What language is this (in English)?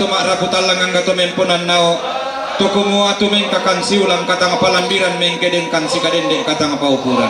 Toraja-Sa'dan